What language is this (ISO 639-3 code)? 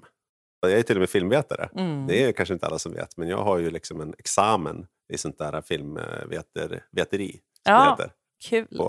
swe